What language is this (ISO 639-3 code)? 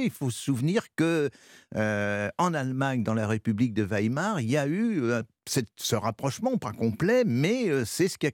fra